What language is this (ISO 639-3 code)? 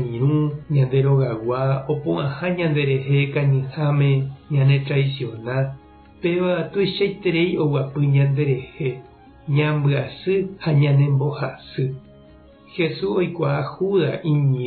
grn